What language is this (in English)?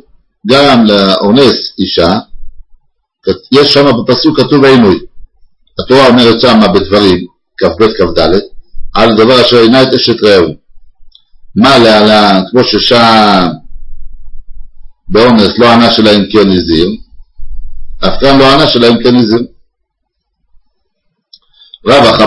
Hebrew